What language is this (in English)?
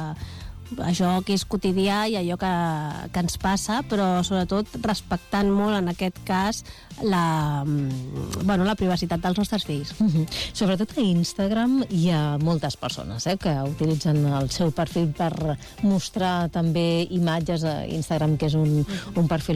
Catalan